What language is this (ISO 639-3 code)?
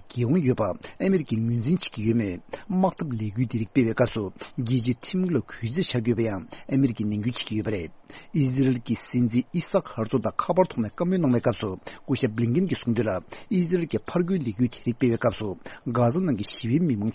bod